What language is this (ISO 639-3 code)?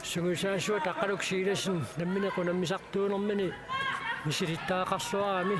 kal